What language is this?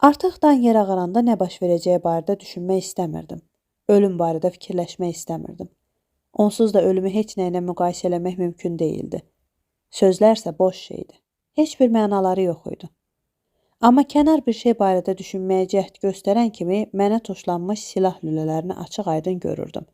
Azerbaijani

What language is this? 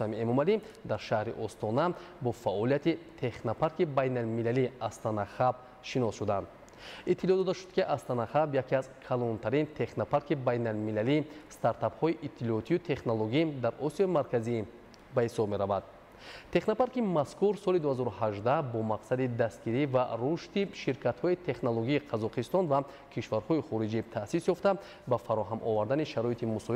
Tajik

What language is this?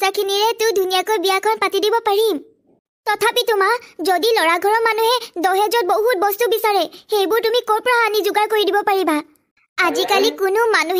Assamese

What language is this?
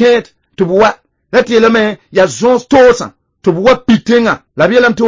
Mossi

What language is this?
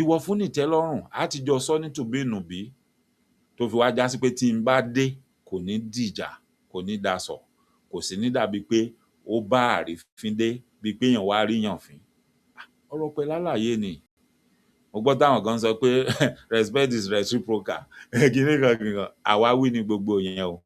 Yoruba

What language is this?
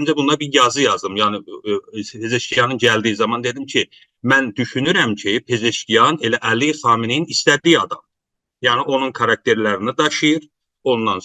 South Azerbaijani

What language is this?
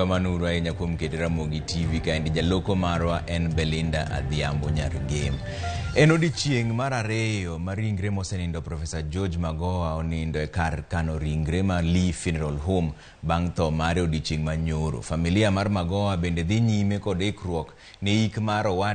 Luo (Kenya and Tanzania)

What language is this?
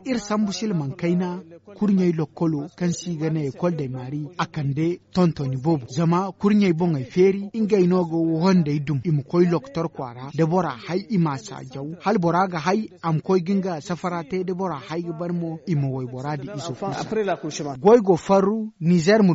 Zarma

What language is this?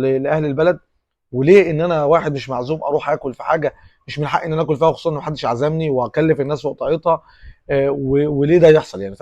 Egyptian Arabic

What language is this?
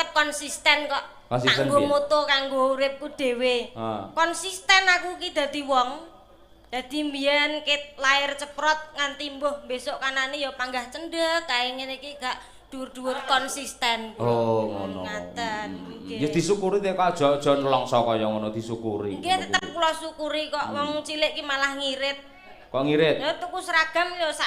Javanese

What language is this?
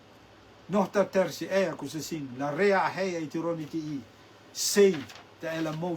Rotuman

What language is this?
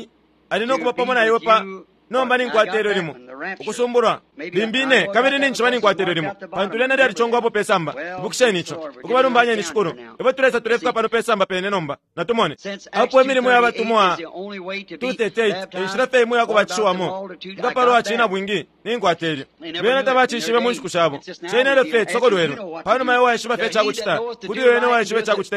Bemba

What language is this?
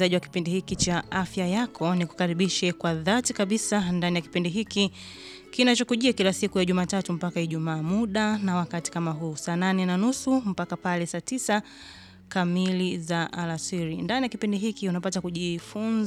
Swahili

